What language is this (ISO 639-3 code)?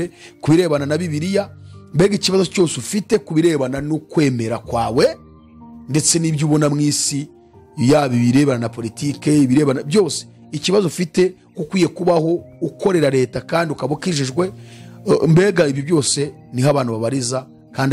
kin